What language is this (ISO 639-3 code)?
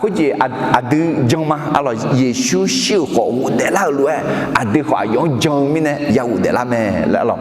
ahk